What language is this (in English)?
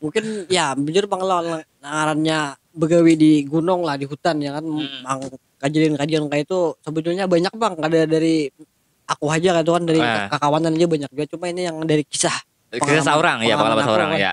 Banjar